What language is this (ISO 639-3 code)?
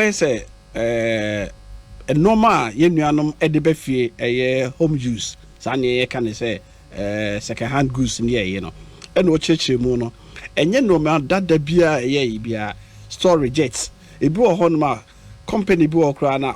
aka